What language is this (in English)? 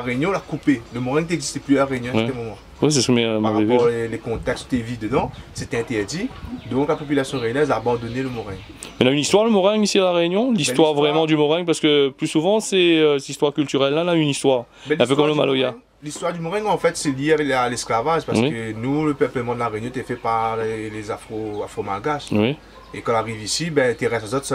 Réunion Creole French